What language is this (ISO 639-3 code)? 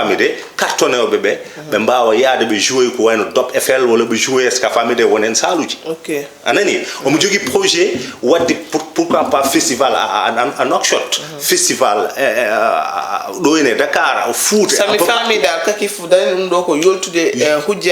ful